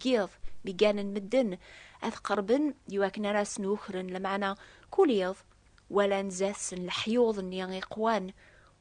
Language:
Kabyle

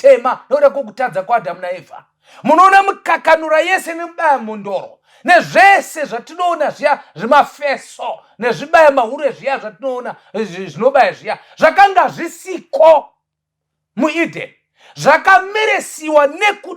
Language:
Shona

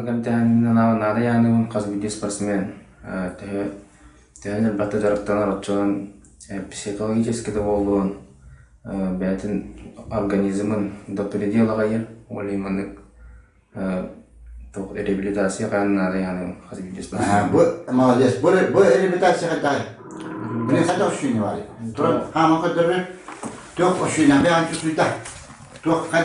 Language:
Yakut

